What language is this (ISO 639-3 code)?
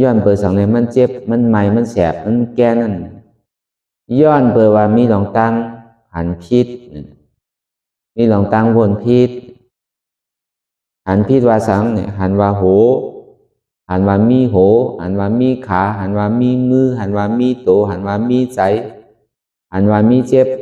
shn